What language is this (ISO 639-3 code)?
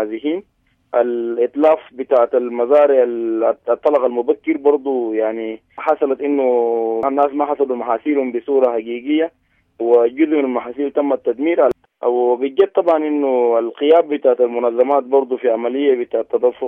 apd